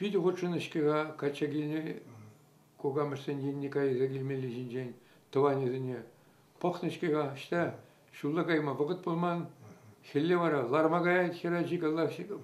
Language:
Chuvash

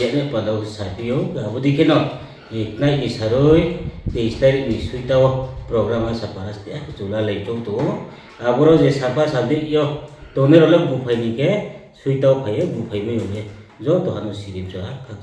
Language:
Riang (India)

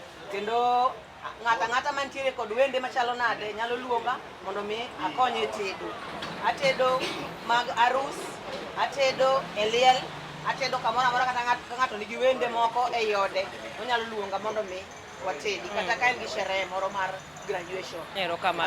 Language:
Luo (Kenya and Tanzania)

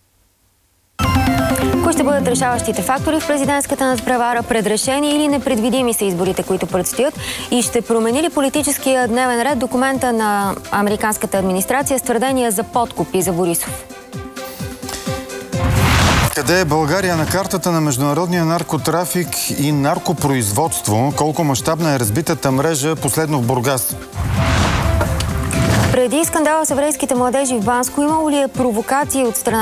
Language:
Bulgarian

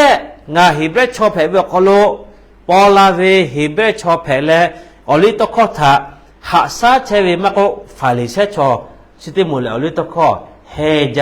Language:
Lahu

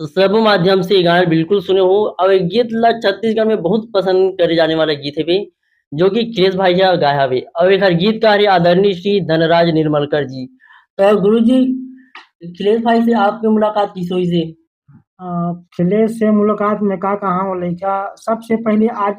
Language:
Chhattisgarhi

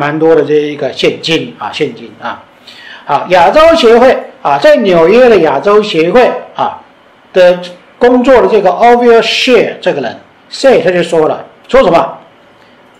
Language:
Chinese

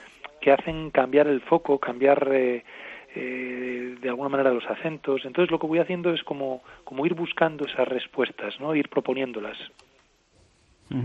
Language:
Spanish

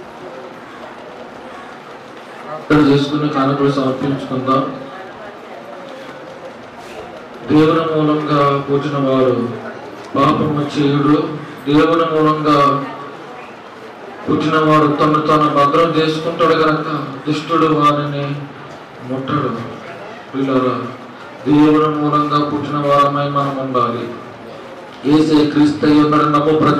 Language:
Telugu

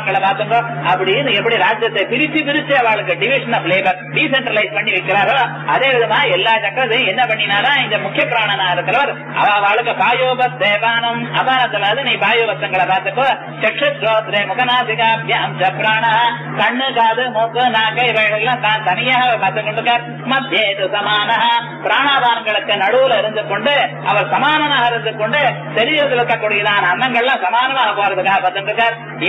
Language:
Tamil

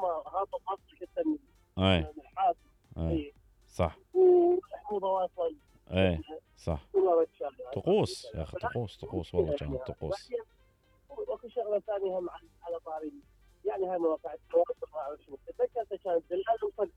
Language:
Mesopotamian Arabic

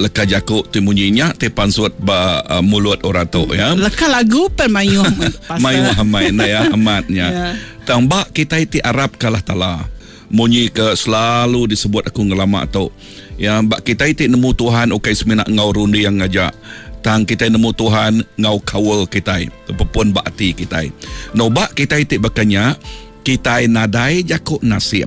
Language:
Iban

